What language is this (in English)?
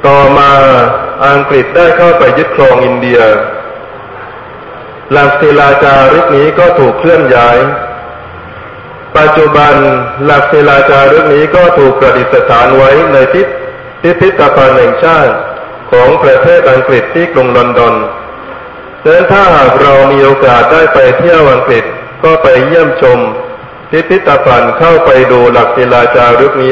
Thai